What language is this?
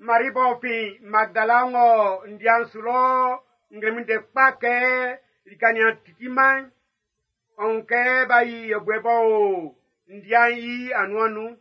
Baoulé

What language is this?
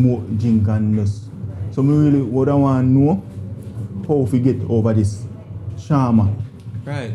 Jamaican Creole English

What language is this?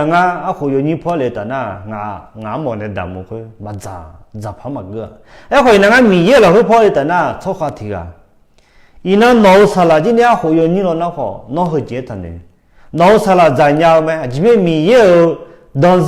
Akha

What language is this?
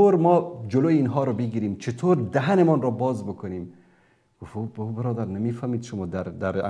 Persian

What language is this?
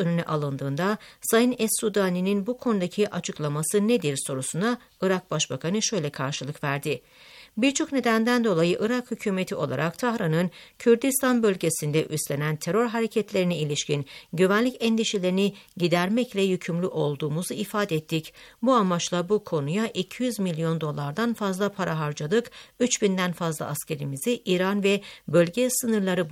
Turkish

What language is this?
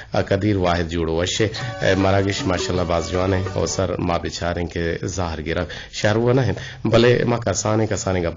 Eastern Balochi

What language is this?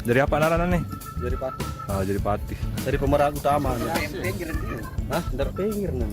Sasak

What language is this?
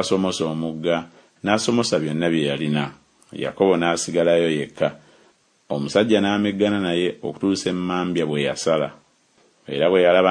Ganda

